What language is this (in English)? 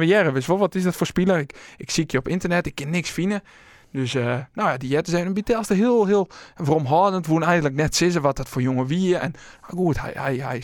Western Frisian